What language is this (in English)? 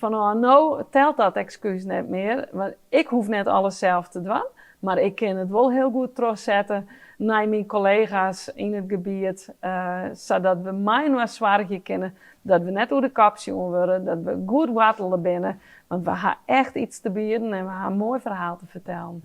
Western Frisian